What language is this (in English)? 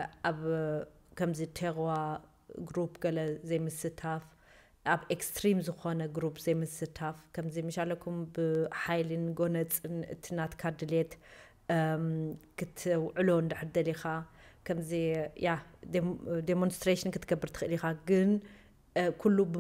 Tigrinya